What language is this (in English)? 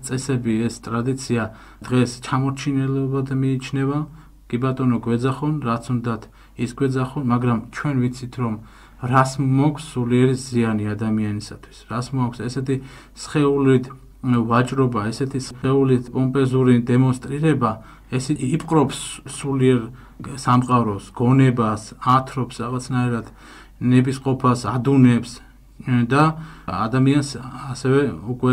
Georgian